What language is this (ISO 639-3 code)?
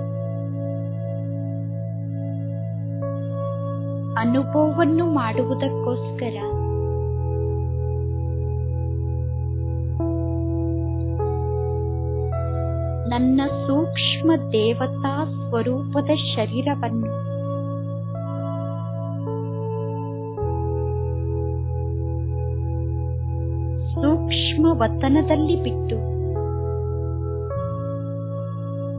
kan